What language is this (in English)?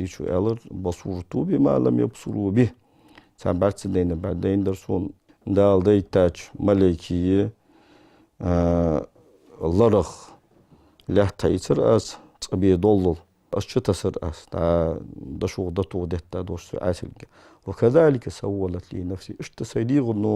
Ingush